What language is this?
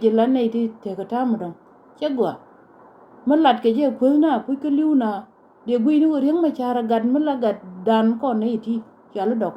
Nuer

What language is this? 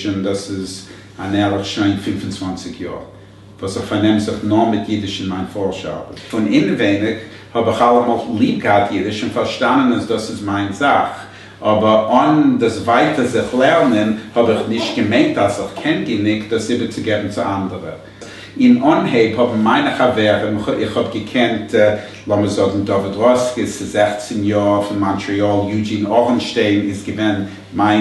Yiddish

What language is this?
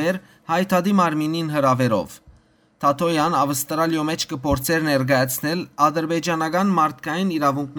Western Armenian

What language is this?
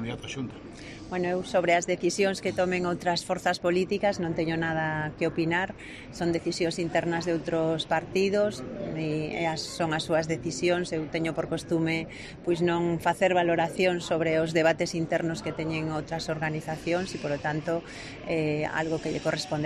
Galician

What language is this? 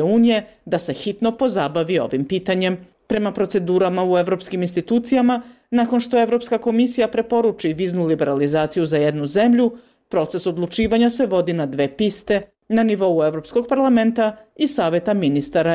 Serbian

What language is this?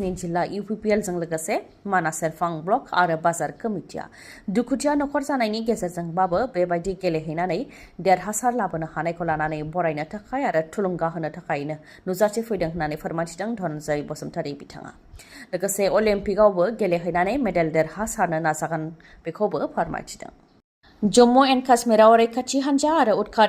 Bodo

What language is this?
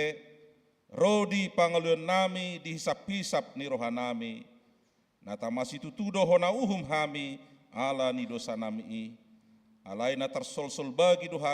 Batak Toba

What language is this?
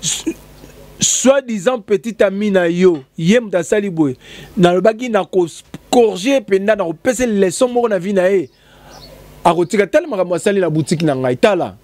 Lingala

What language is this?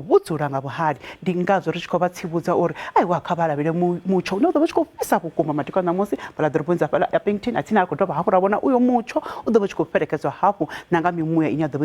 Venda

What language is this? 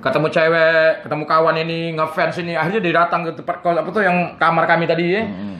Musi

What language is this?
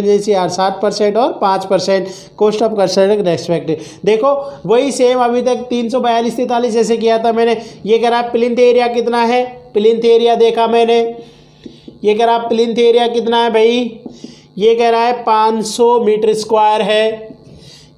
Hindi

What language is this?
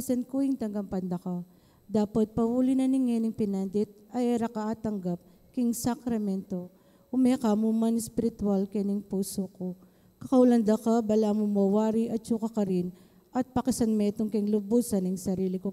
Pampanga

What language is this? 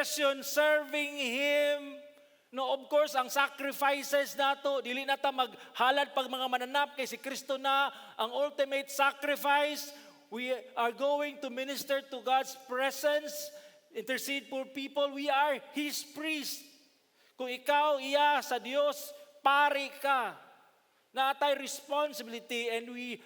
Cebuano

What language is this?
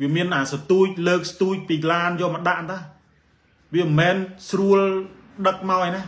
Khmer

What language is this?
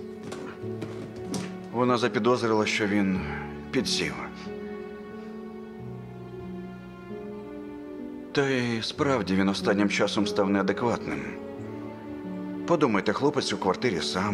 Ukrainian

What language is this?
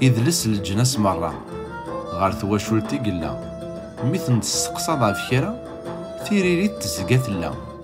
Kabyle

